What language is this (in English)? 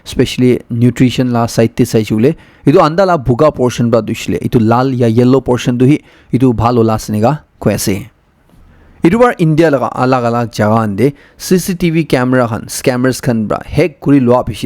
Naga Pidgin